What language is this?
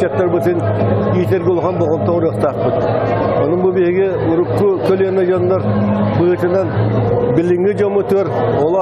Yakut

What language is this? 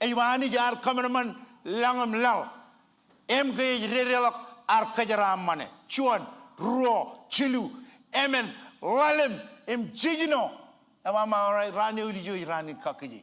Marshallese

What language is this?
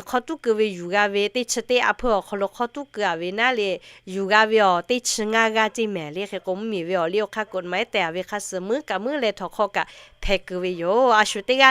Lahu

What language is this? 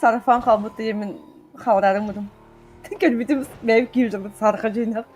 Yakut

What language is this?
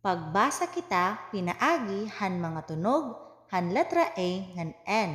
Waray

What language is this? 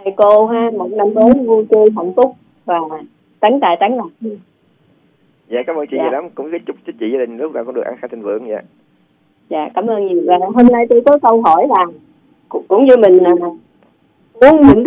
Vietnamese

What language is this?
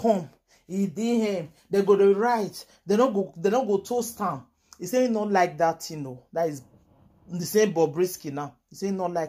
Nigerian Pidgin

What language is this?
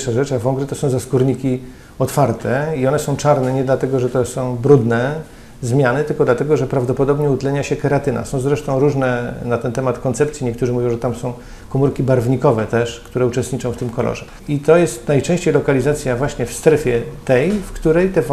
Polish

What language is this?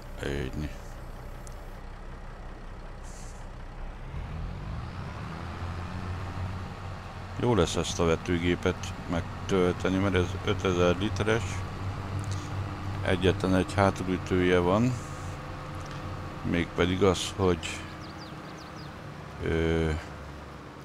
Hungarian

